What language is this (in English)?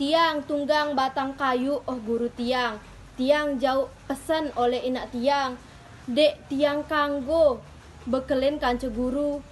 Sasak